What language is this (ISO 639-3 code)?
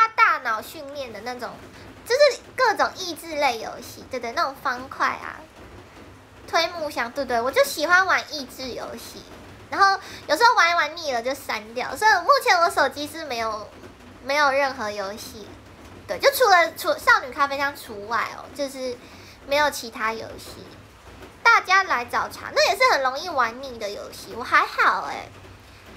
zho